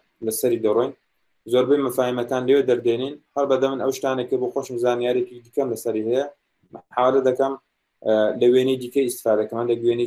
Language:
Central Kurdish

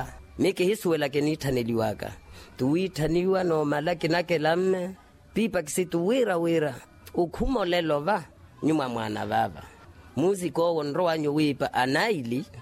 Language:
Makhuwa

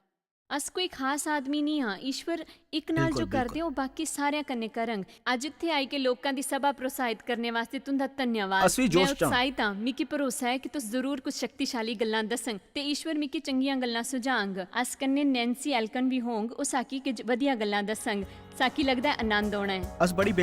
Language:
Dogri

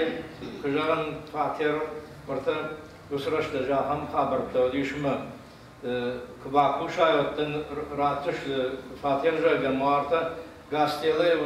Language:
Ossetic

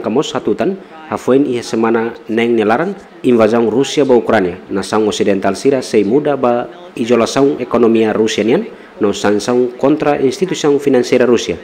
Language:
Tetum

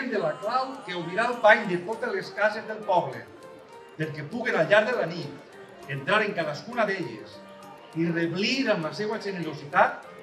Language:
Catalan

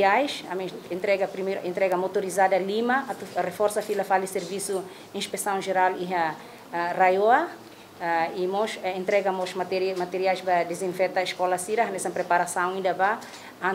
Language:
Tetum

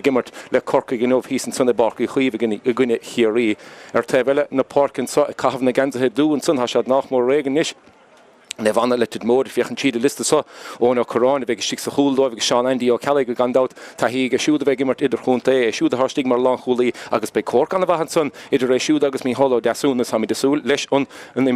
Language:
Irish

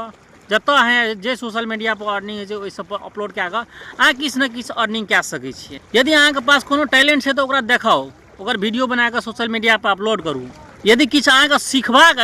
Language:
Maithili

